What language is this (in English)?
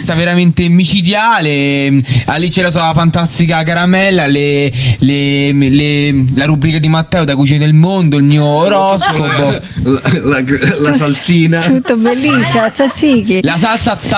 Italian